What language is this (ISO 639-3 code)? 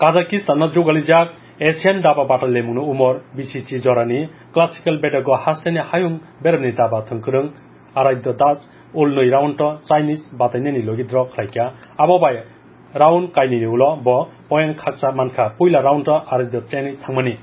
trp